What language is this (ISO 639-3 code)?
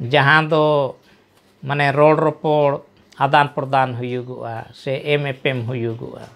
sat